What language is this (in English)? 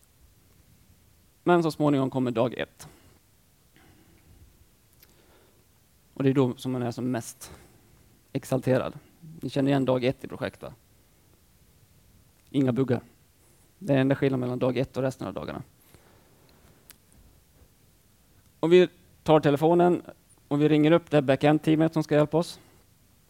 Swedish